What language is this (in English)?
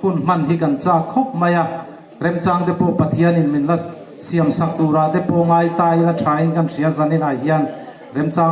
Hmar